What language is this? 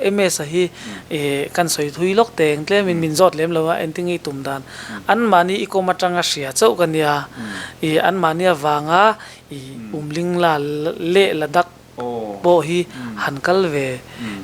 Mizo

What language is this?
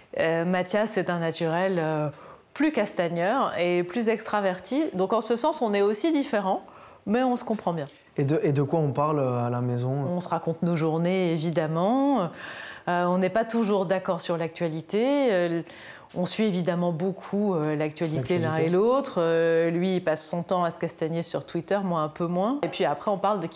French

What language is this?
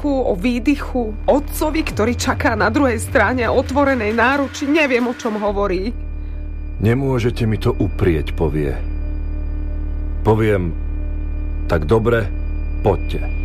Slovak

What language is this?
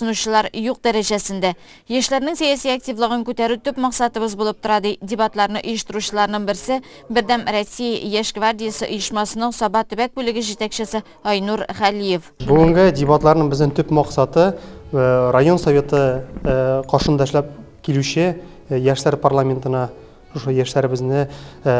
Tatar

